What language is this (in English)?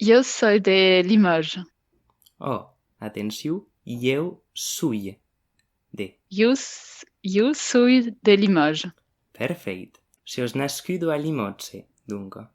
Occitan